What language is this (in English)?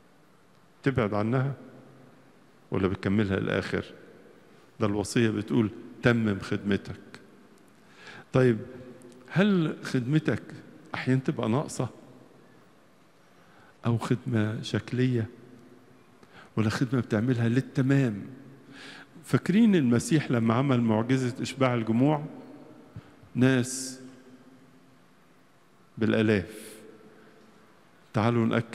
Egyptian Arabic